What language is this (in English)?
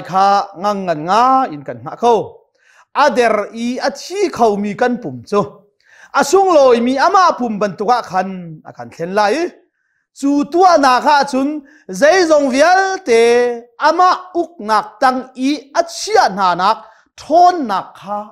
Hakha Chin